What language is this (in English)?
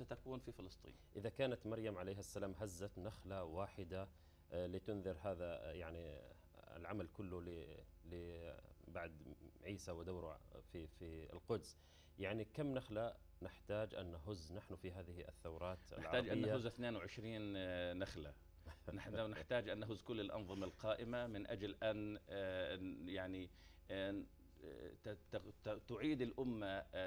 Arabic